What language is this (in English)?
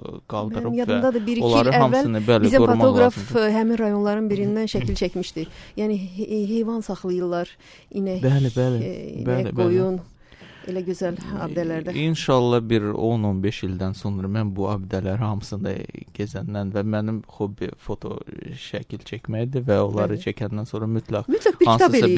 Azerbaijani